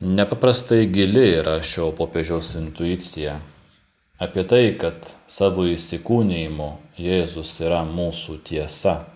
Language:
Lithuanian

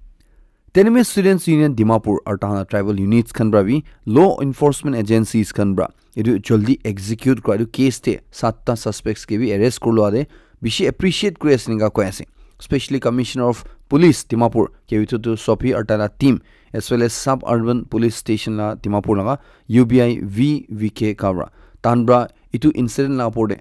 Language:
Naga Pidgin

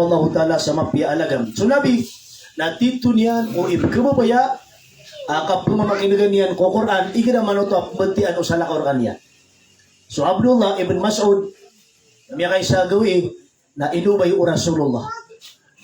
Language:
Maranao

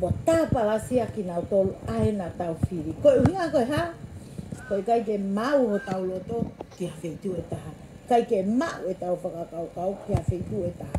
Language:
Tongan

